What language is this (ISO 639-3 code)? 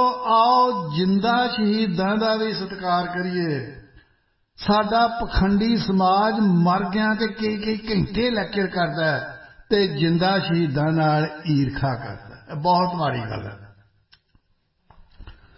pan